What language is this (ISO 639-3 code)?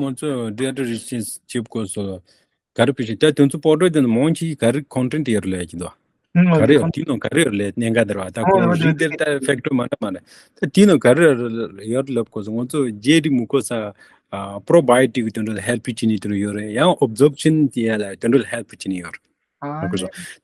bod